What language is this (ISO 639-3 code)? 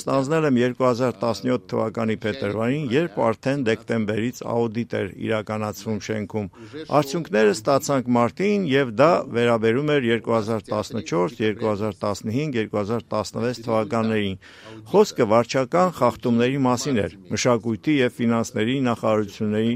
hye